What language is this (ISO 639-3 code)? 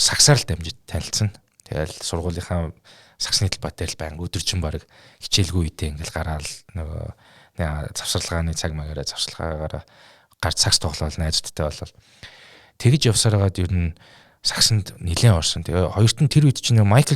mon